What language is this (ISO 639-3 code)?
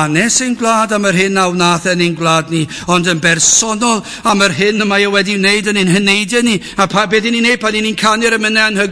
cym